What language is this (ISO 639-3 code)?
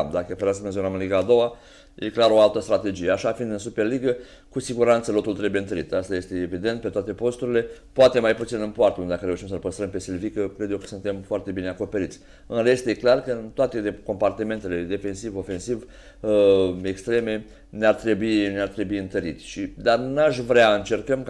ron